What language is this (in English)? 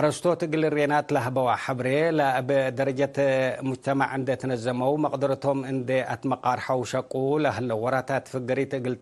Tigre